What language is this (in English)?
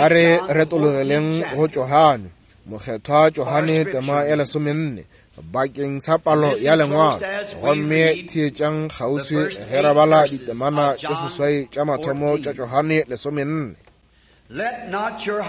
Northern Sotho